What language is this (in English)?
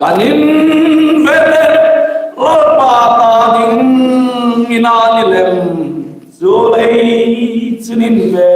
Hmar